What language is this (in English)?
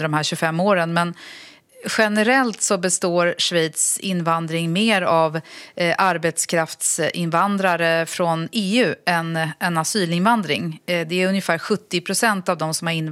Swedish